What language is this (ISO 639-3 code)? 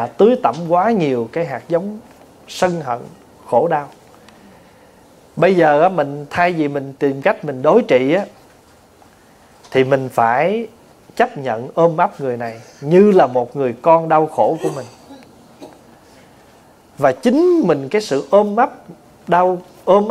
vie